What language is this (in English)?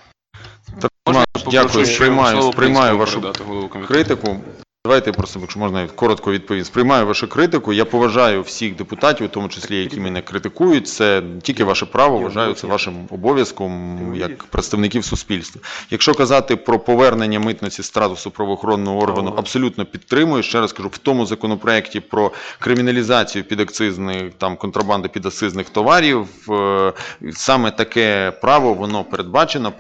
Ukrainian